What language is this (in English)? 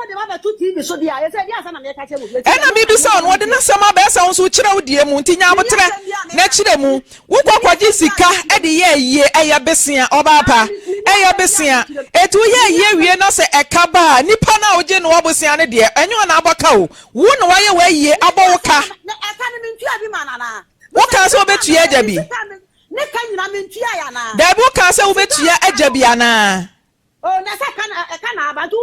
Akan